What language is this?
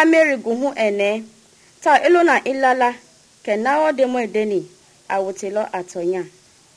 Mende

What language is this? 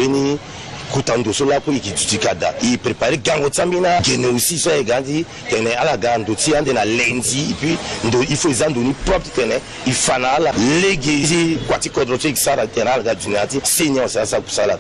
Sango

